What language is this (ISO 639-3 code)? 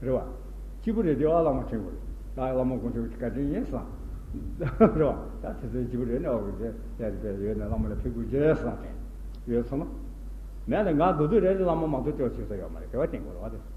bod